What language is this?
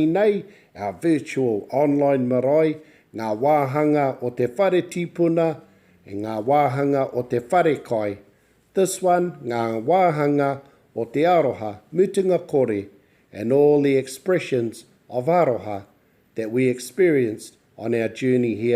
Māori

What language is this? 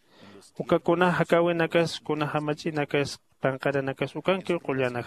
Aymara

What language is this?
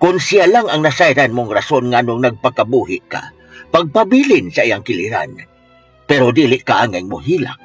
Cebuano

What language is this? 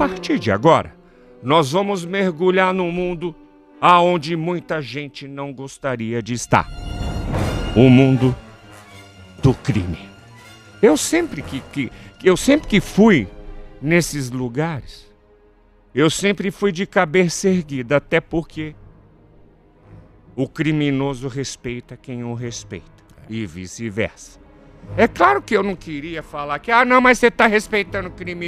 Portuguese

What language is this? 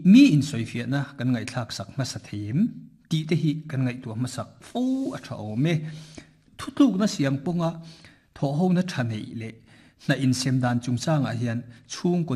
Mizo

